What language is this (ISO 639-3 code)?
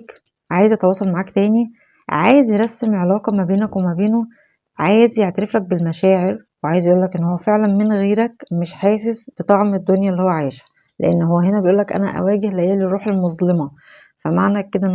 arz